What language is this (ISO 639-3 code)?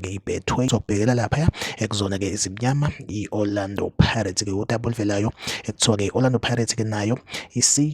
zul